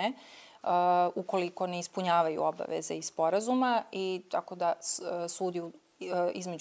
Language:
Serbian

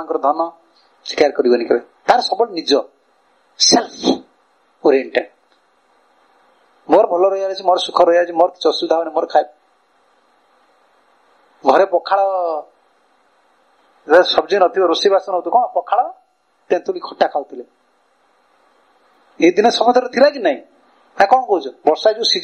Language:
Odia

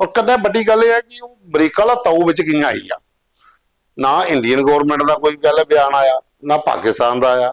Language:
Dogri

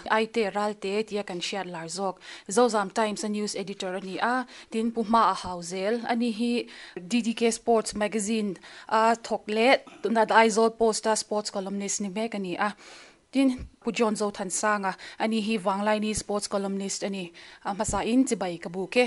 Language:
Mizo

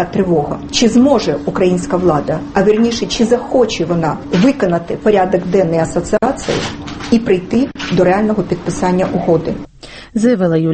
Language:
Ukrainian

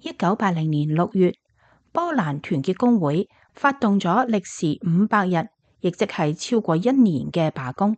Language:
Cantonese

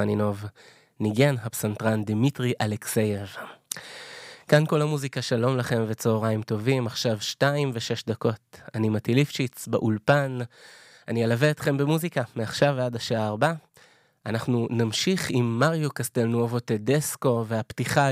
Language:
Hebrew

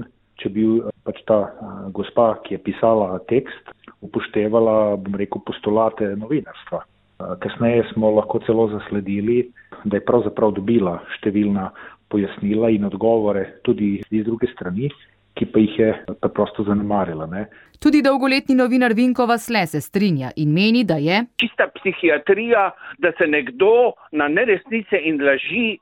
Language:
Slovenian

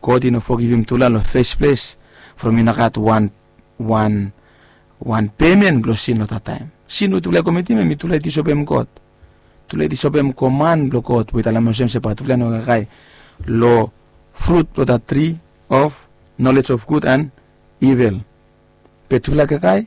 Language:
Bislama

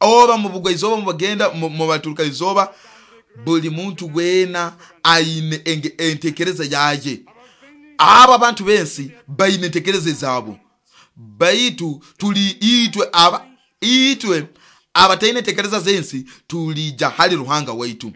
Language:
Nyoro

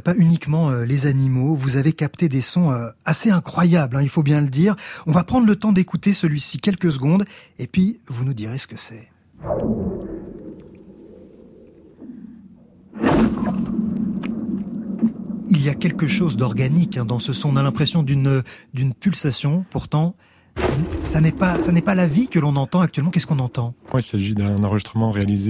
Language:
French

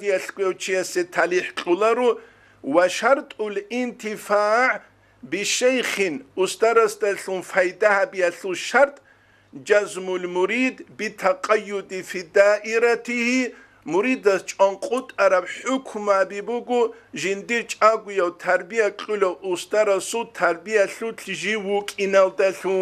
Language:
Avaric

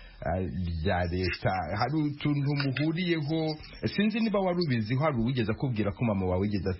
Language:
Kinyarwanda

